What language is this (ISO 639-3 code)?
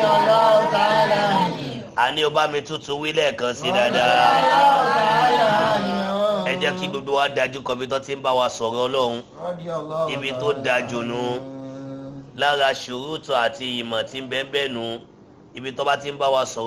yor